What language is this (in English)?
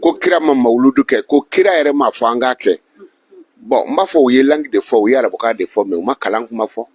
Bambara